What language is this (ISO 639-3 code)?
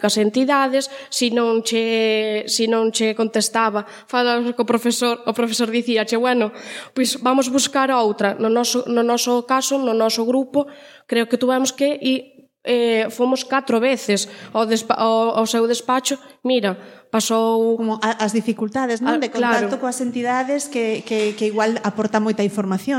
glg